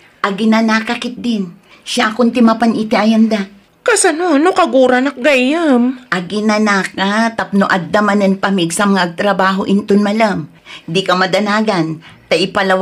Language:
Iloko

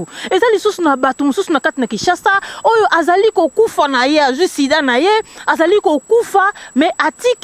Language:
Lingala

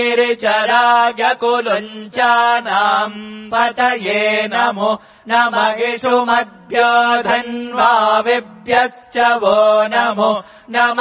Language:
Sanskrit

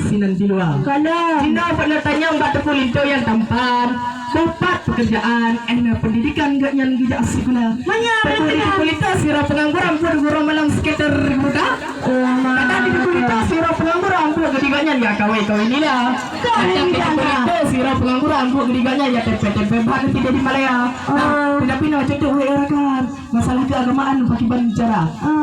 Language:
Achinese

